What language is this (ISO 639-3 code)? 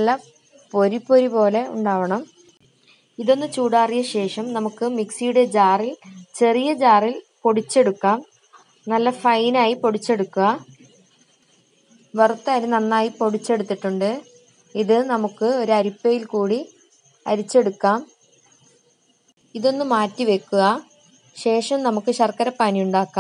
mal